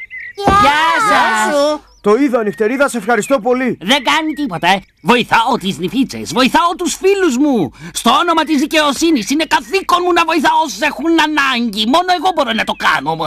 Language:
Greek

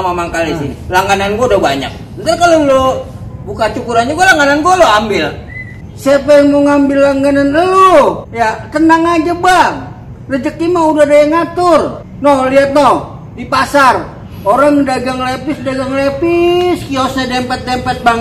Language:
Betawi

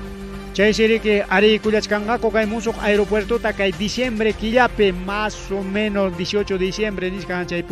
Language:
Ayacucho Quechua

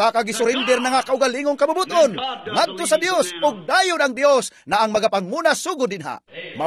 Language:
Cebuano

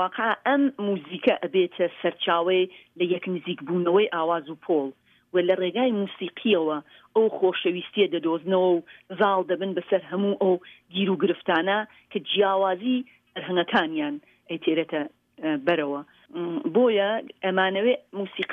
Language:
Central Kurdish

